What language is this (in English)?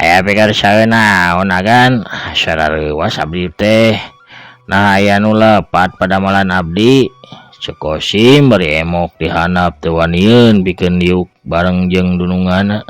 Sundanese